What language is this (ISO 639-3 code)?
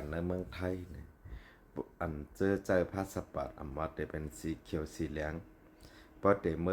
shn